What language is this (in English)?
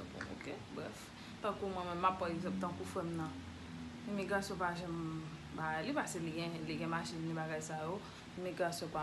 Haitian Creole